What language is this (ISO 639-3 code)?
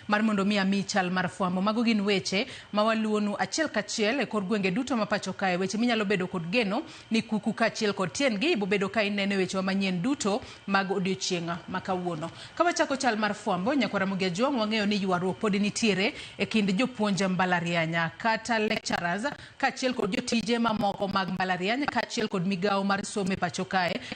luo